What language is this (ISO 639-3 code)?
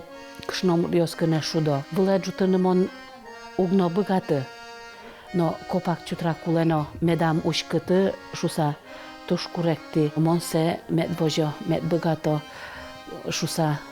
udm